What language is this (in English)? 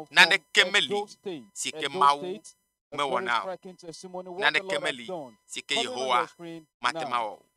Ewe